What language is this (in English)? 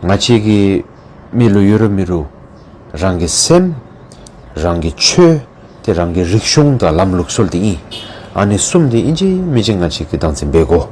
Dzongkha